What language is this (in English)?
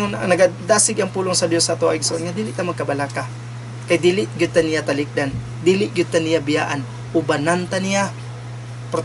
Cebuano